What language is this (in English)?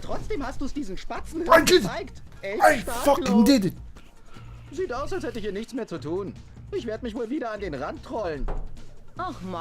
Swiss German